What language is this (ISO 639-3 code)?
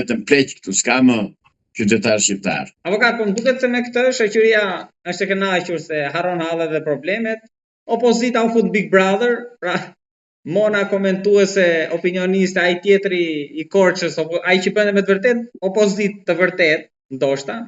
sqi